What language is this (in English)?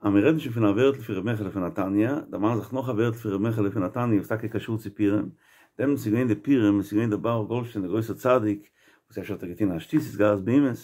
Yiddish